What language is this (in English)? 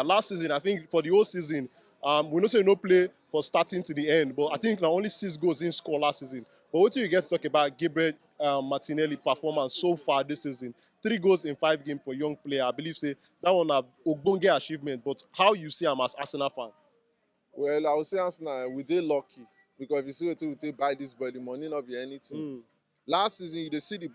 Nigerian Pidgin